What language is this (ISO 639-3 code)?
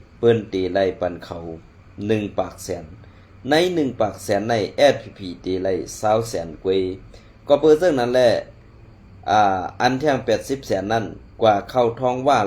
shn